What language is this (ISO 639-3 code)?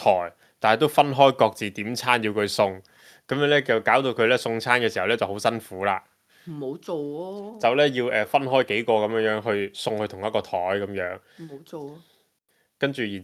yue